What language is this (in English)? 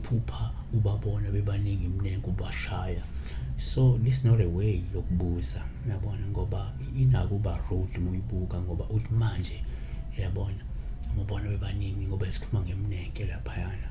Zulu